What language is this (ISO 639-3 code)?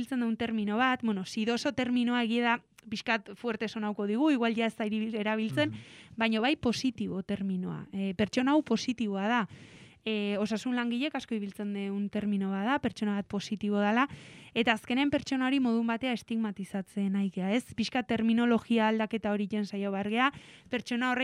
eus